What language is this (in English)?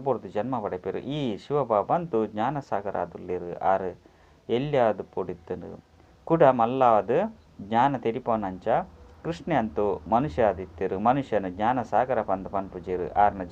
Tulu